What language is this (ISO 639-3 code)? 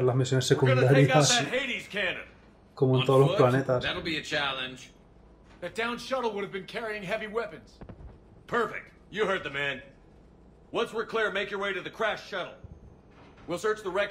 spa